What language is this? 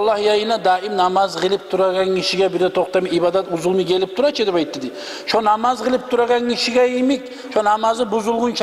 Kumyk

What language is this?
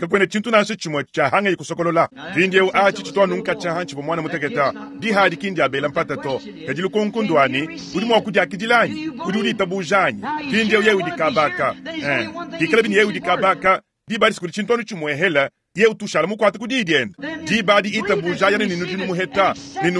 Luba-Lulua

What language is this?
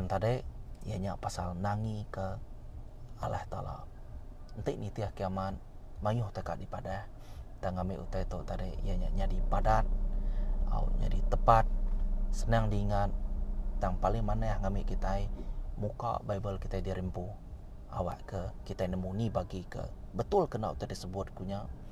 Iban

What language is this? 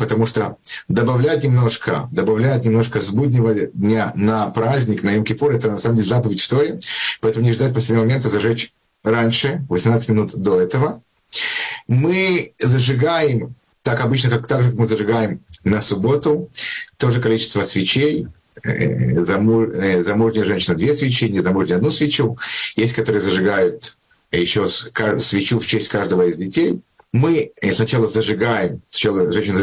Russian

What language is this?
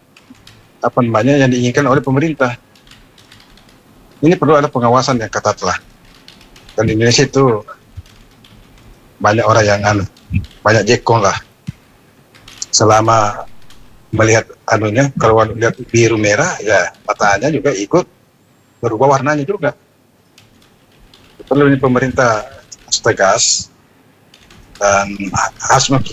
Indonesian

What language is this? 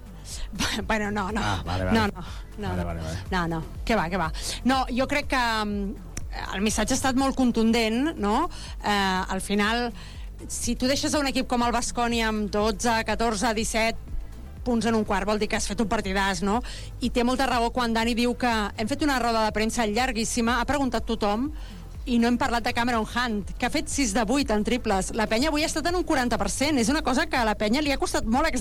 Catalan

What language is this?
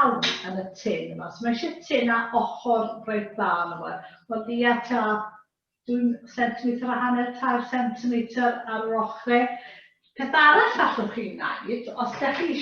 Welsh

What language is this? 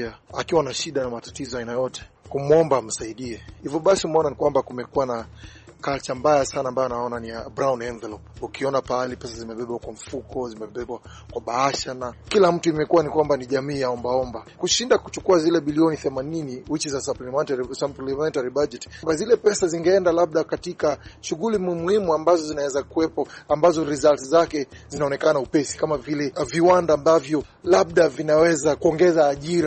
Swahili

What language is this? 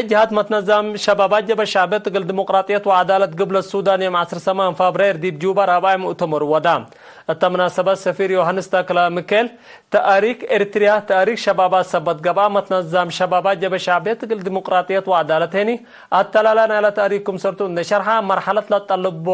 Tigre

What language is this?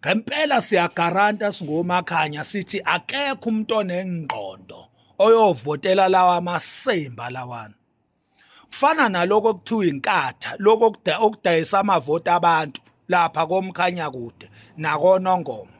Zulu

